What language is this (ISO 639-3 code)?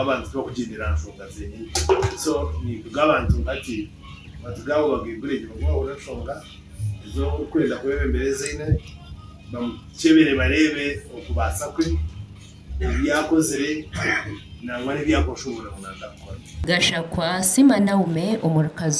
nyn